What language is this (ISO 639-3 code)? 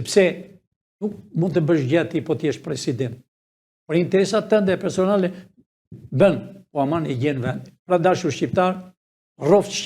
sqi